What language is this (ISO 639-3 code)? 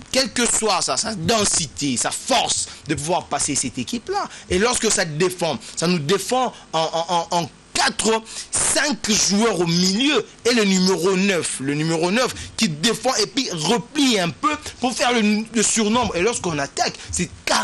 fra